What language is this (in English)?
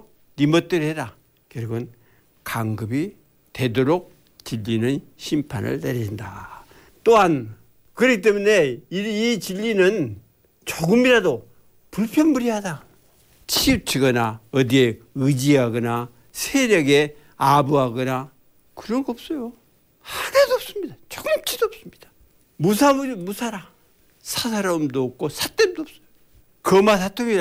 Korean